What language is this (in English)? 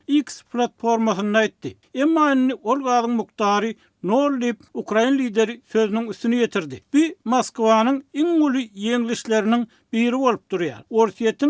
Turkmen